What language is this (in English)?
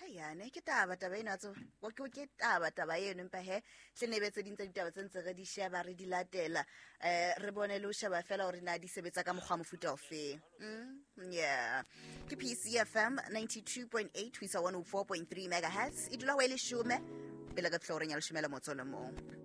Southern Sotho